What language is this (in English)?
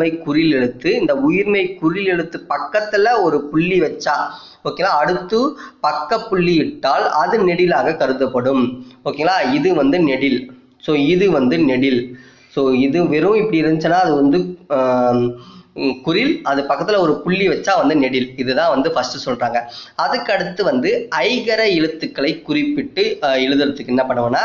Tamil